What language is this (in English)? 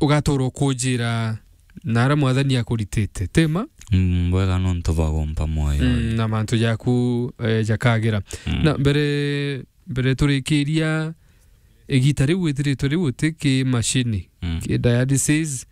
Meru